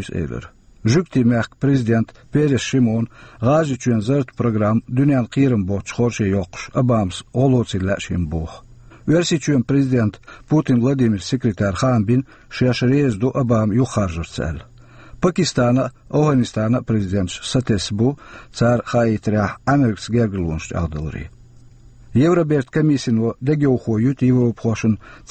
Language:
Chechen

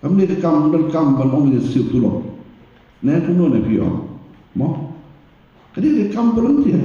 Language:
Khasi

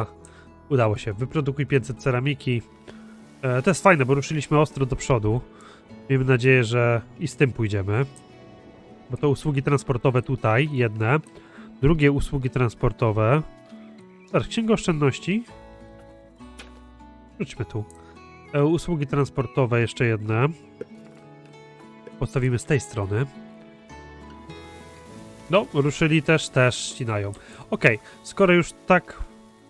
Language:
Polish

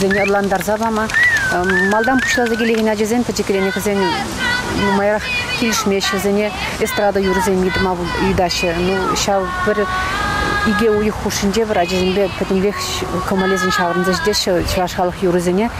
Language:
Chuvash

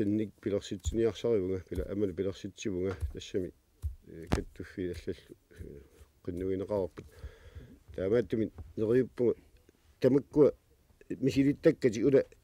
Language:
Kalaallisut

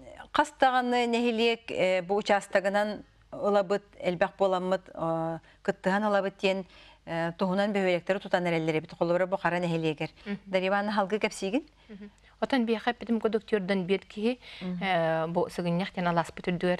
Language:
Yakut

